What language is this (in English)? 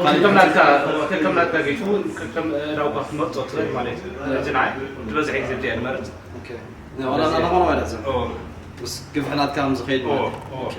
Tigrinya